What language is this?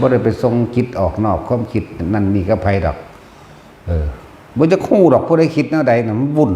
Northeastern Thai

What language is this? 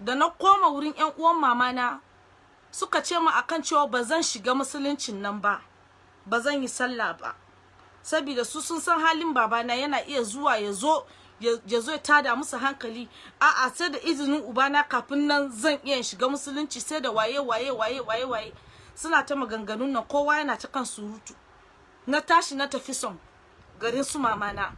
Hausa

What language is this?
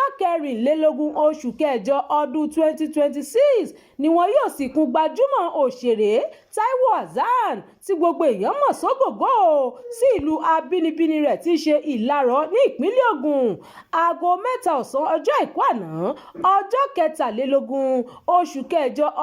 Yoruba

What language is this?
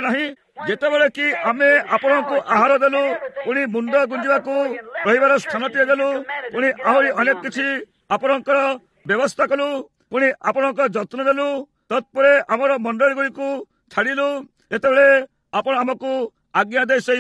Odia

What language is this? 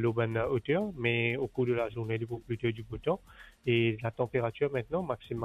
Morisyen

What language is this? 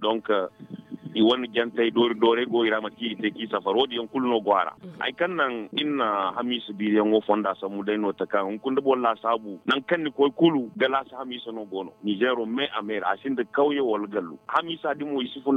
Zarma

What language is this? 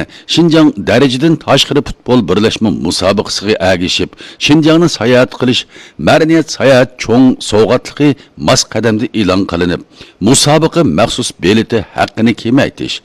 Uyghur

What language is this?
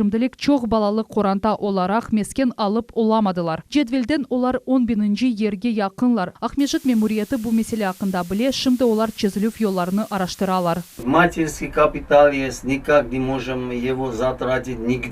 Crimean Tatar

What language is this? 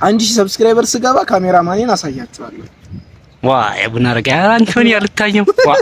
Amharic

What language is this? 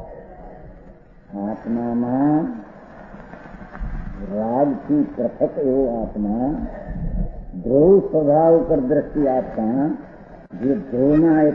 Gujarati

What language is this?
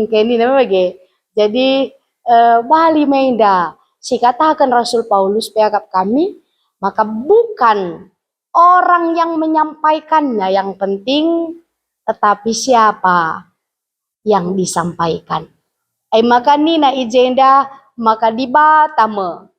Batak Karo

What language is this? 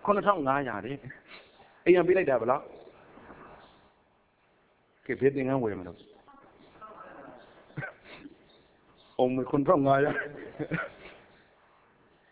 Burmese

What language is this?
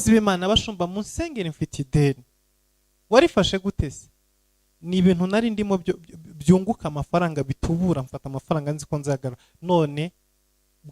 Kinyarwanda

